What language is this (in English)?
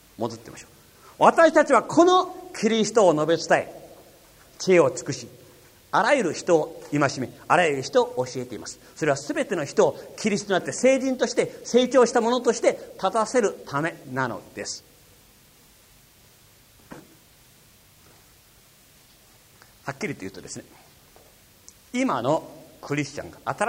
Japanese